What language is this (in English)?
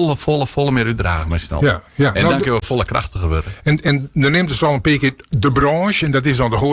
Western Frisian